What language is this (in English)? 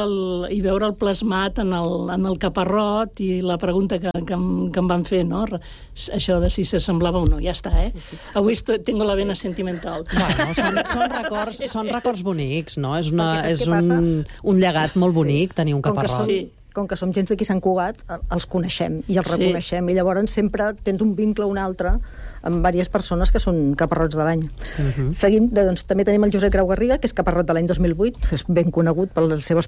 Catalan